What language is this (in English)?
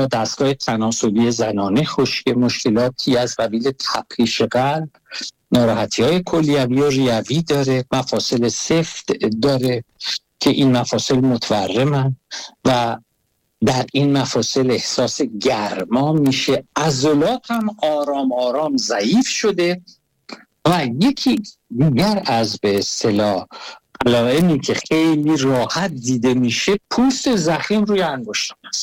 Persian